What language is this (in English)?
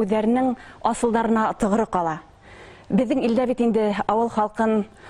Bashkir